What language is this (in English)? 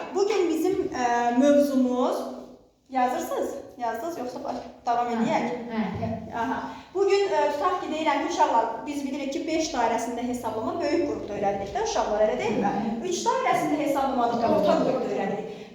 Azerbaijani